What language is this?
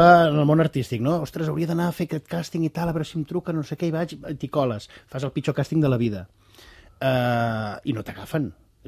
Catalan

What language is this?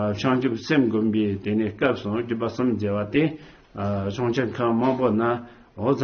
Tibetan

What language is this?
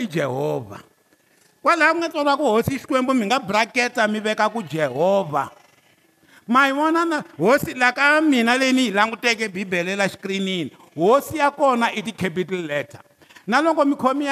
Tsonga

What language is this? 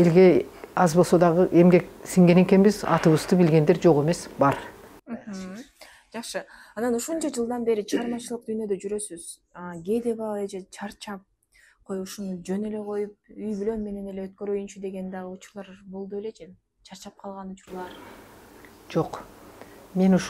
Kyrgyz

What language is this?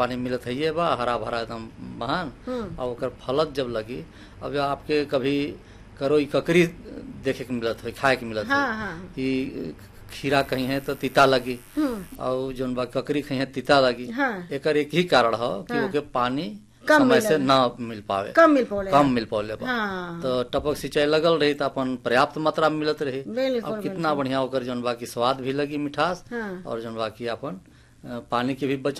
Bhojpuri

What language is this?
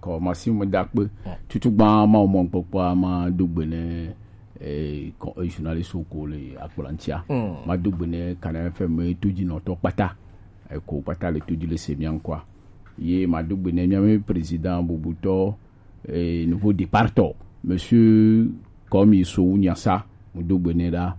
Gen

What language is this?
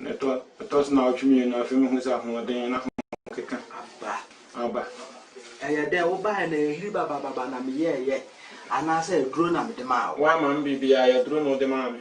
Akan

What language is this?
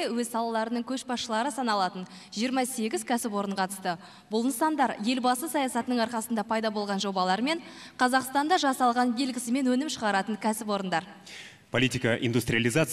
Kazakh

